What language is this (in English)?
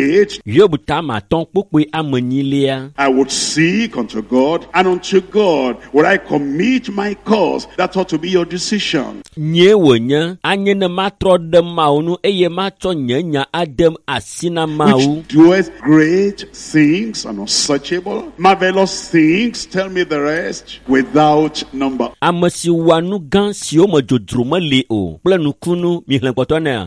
Ewe